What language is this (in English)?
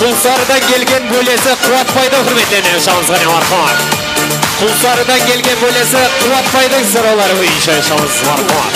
Kara-Kalpak